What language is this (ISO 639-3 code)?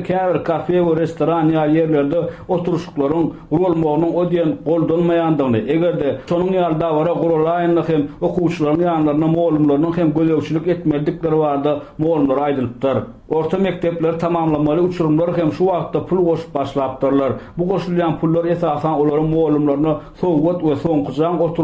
tuk